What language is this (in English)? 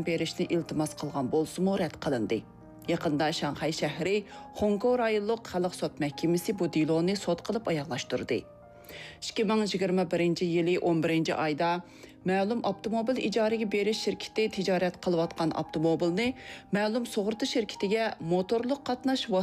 Uyghur